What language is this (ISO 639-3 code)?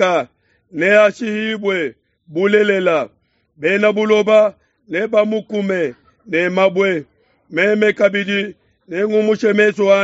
lua